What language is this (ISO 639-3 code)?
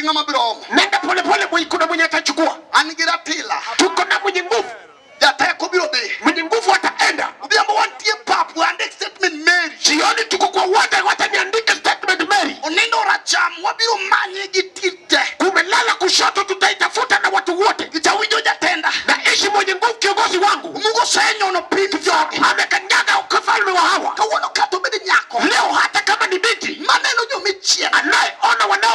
luo